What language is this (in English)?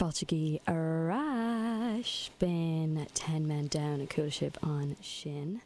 Irish